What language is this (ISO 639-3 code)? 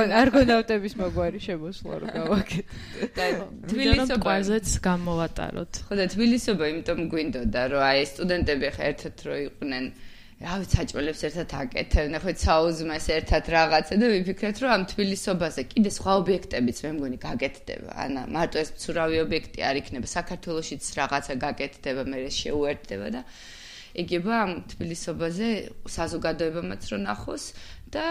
kat